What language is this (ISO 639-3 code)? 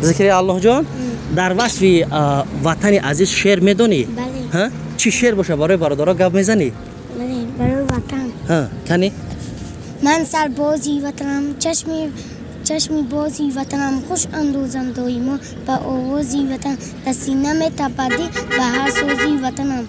tgk